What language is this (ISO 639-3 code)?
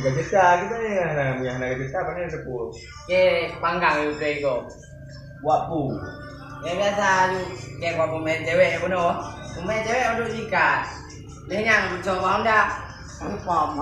ace